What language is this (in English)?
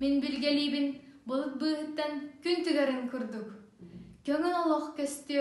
Yakut